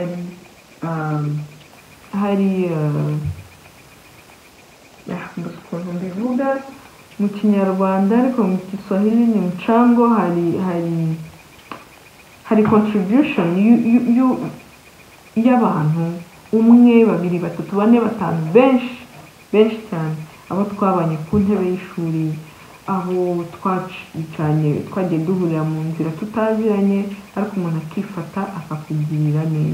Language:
Kinyarwanda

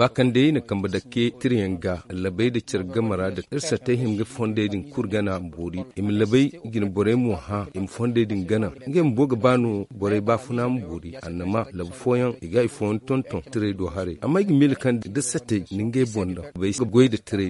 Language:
Zarma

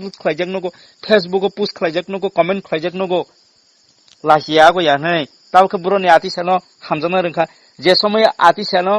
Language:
Kok Borok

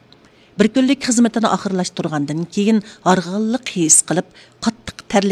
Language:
Uyghur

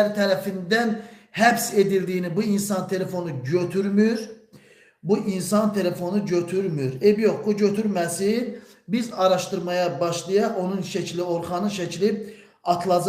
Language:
Azerbaijani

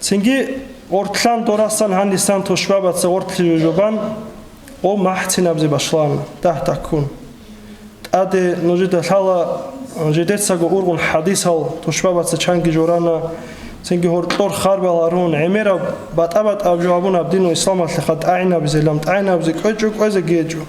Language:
Avaric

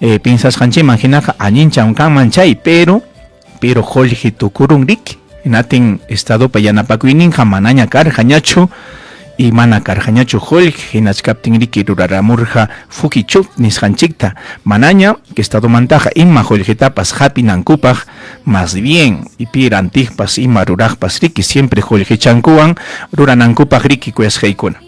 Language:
Ayacucho Quechua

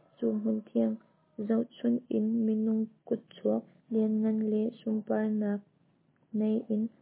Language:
Hakha Chin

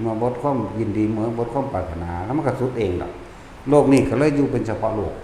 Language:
Northeastern Thai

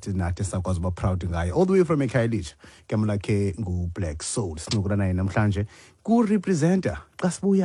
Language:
Xhosa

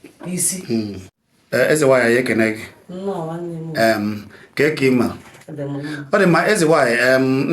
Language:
Igbo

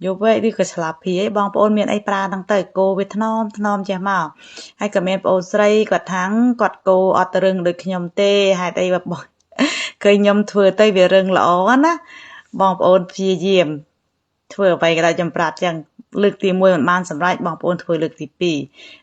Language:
Khmer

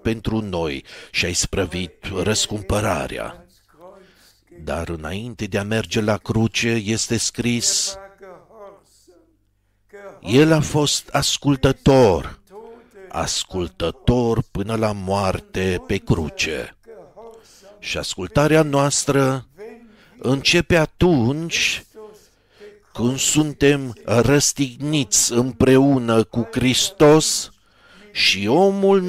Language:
Romanian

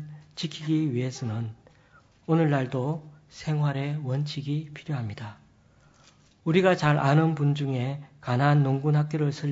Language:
Korean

